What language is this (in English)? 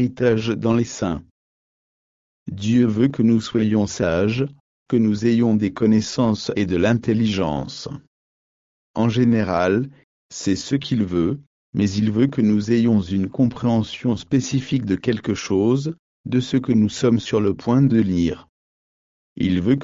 French